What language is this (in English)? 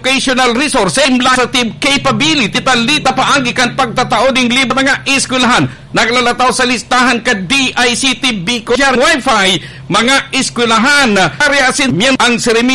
Bikol